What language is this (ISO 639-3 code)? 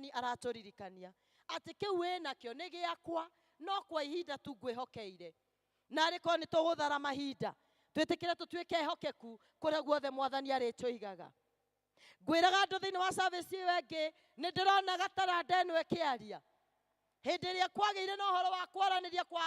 kik